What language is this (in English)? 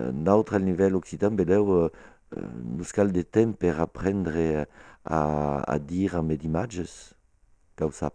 Occitan